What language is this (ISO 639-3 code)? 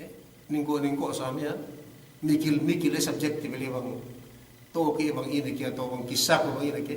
yka